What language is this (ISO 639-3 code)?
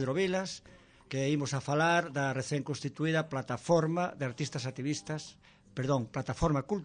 glg